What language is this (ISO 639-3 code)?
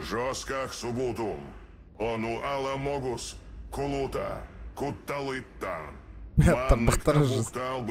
sah